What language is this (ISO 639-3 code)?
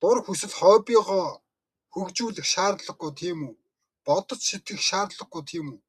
mon